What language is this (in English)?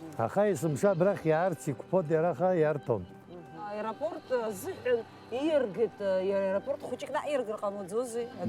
Abkhazian